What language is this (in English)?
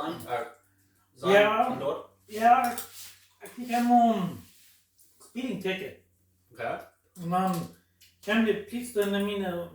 Plautdietsch